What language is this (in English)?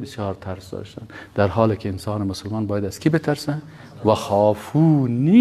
Persian